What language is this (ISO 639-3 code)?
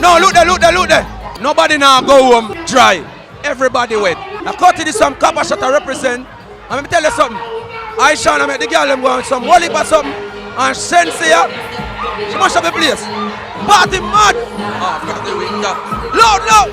jam